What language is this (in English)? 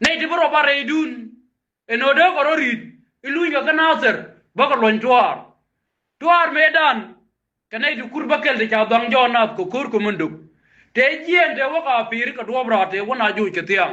Nuer